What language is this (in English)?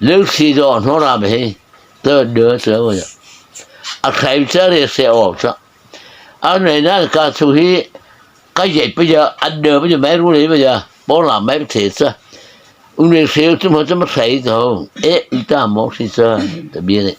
Mara Chin